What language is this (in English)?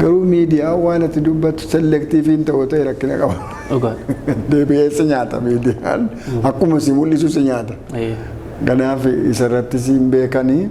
Oromo